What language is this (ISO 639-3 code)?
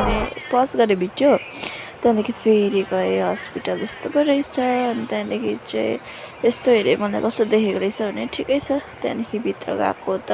nep